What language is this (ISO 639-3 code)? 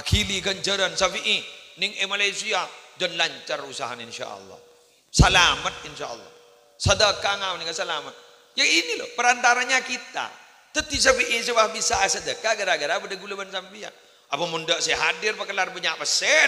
mad